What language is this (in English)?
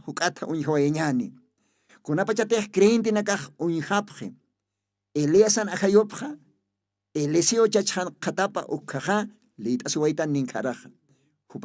Aymara